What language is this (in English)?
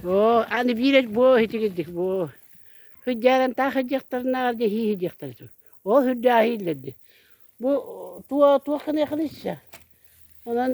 Yakut